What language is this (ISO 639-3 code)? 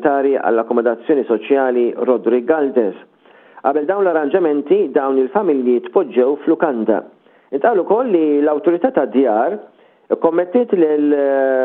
mlt